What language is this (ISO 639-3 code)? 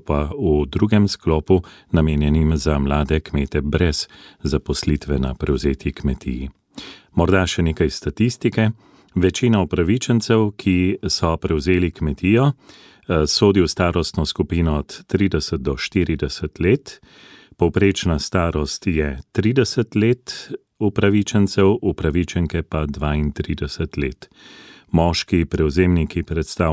slv